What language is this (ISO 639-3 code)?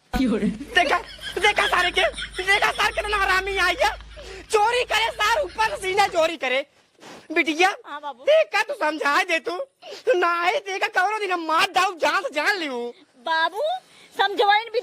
awa